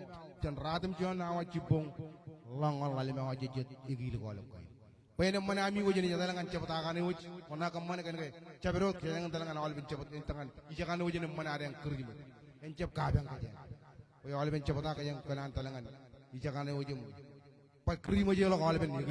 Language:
Marshallese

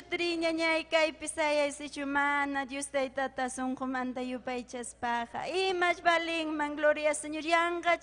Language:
Ayacucho Quechua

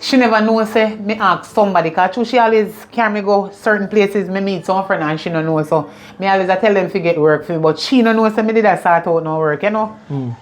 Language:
Jamaican Creole English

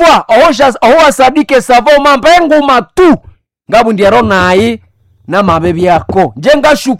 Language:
Nande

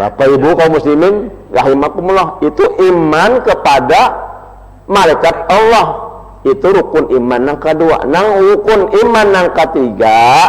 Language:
Banjar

